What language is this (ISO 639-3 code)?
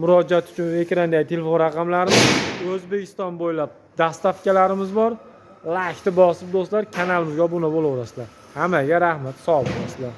uzb